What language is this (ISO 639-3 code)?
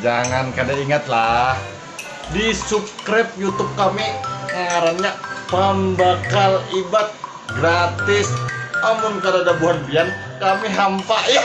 bjn